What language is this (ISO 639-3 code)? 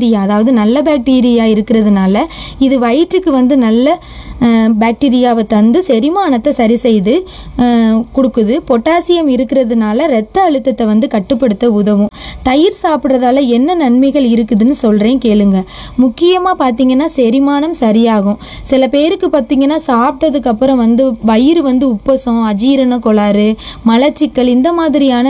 tam